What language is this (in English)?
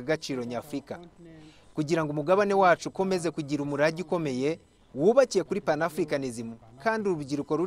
Kinyarwanda